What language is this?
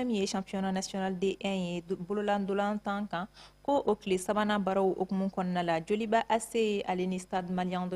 Bambara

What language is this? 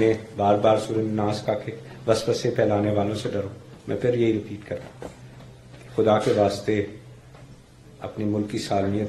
Urdu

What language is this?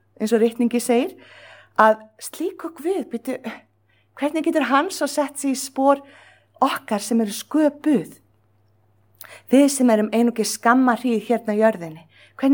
Icelandic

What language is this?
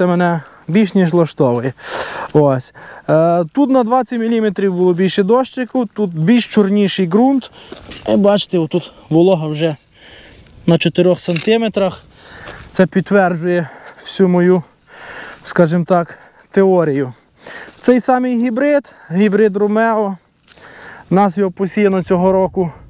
Ukrainian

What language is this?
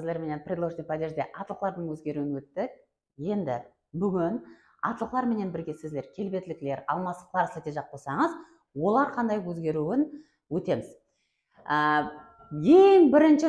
Kara-Kalpak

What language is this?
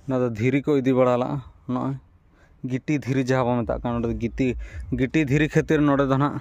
Santali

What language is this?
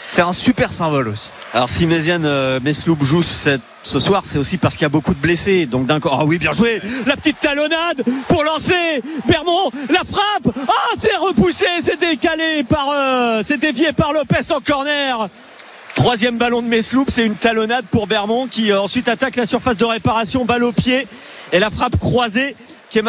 French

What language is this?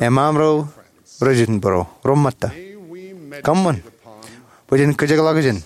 Marshallese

